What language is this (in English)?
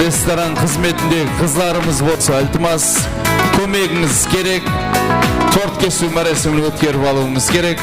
Kara-Kalpak